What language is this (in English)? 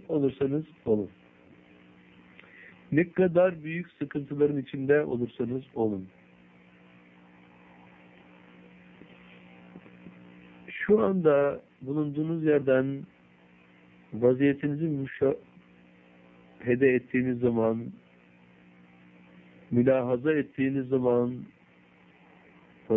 Turkish